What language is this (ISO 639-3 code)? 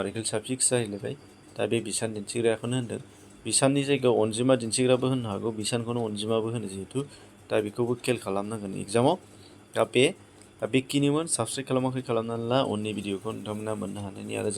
brx